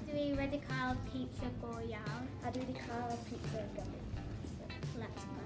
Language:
Welsh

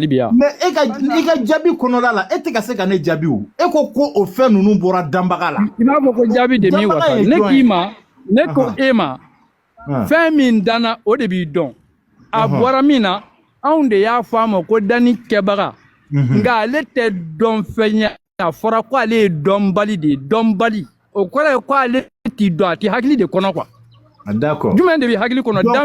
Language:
Bambara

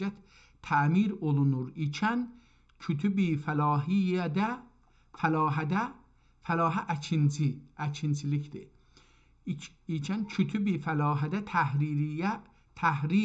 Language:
South Azerbaijani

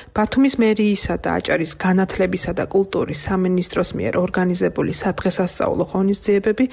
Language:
Georgian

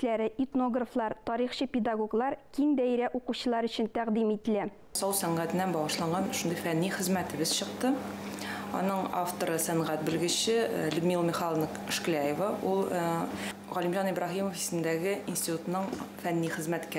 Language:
Tatar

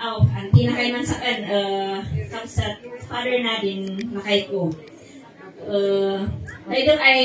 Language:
Kankanaey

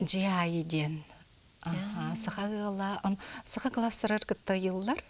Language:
Yakut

